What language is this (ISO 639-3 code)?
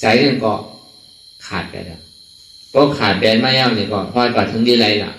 shn